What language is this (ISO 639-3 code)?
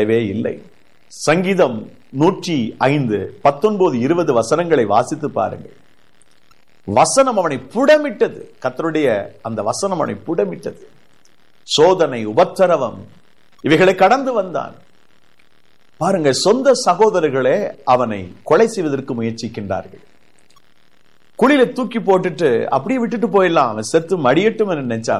tam